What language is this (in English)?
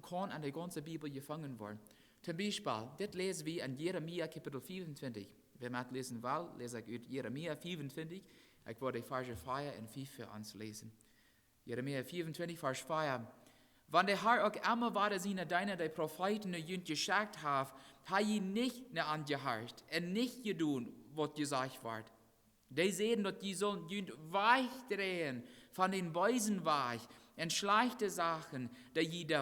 Plautdietsch